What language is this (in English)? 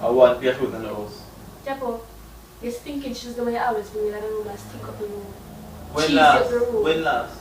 Jamaican Creole English